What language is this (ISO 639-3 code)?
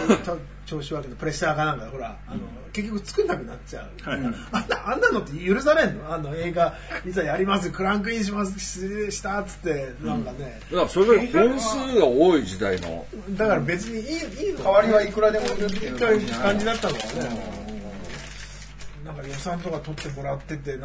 jpn